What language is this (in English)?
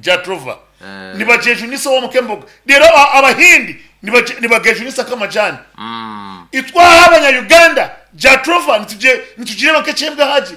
Nyankole